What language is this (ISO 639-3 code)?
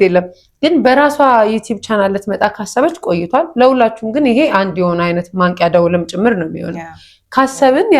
amh